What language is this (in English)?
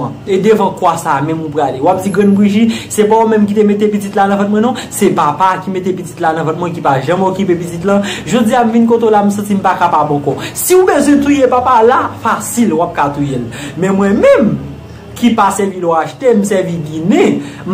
Haitian Creole